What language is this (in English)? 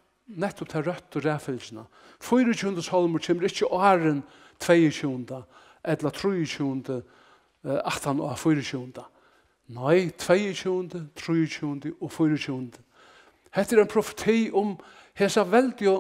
Faroese